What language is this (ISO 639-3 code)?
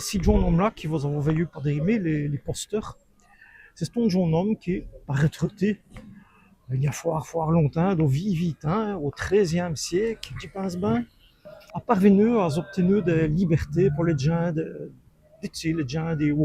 wln